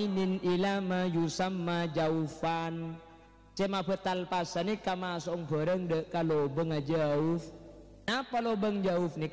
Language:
Madurese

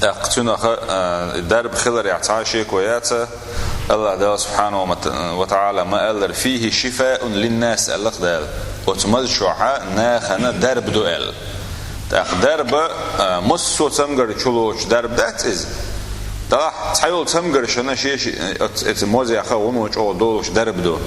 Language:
Chechen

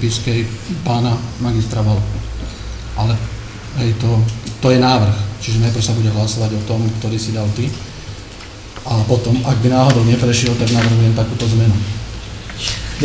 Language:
Slovak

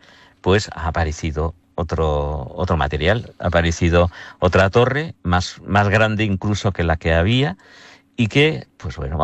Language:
Spanish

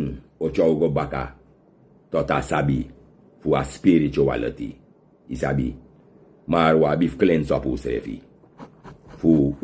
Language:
Sranan Tongo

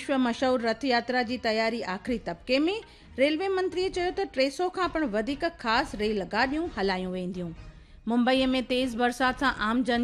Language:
Sindhi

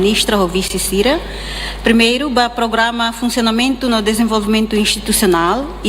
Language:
Tetum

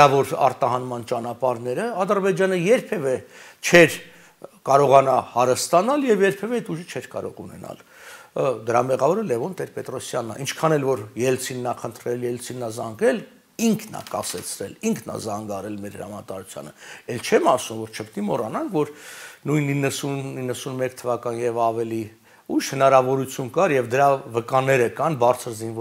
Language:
Armenian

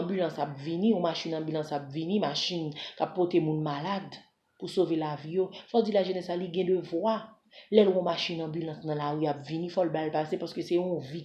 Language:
Haitian Creole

